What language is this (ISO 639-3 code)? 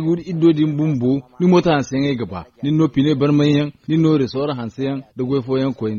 dje